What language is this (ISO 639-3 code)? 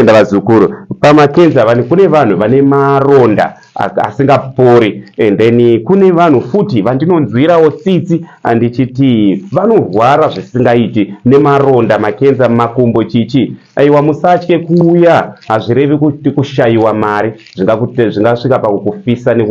sna